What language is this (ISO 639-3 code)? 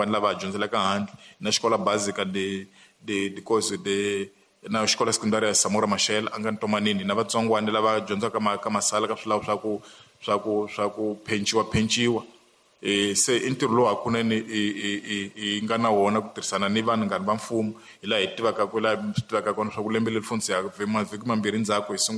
tso